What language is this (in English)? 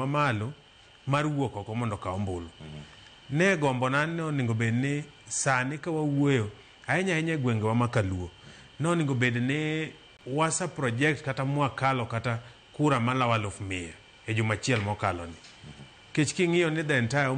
Luo (Kenya and Tanzania)